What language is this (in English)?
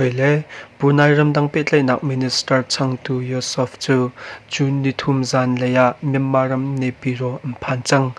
Hakha Chin